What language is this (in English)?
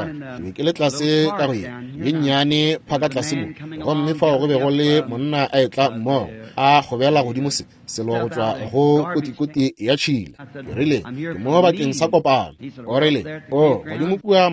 Northern Sotho